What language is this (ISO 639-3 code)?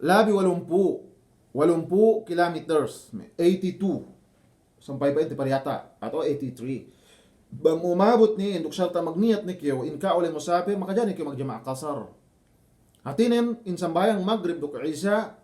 yka